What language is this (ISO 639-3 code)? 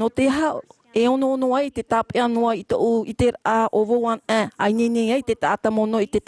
tah